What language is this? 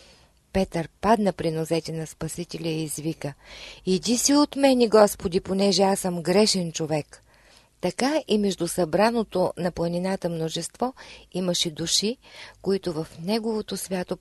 Bulgarian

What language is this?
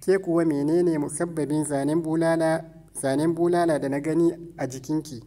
Hausa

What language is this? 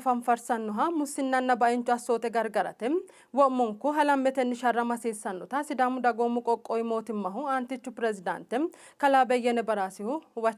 Sidamo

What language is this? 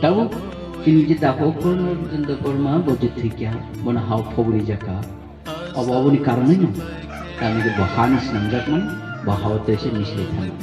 Kok Borok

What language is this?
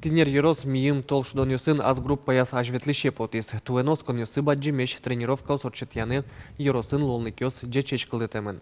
Udmurt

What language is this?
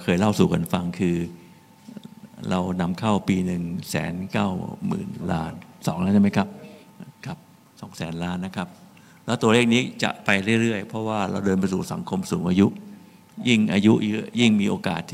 Thai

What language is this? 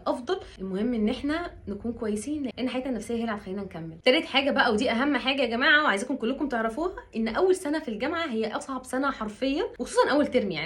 Egyptian Arabic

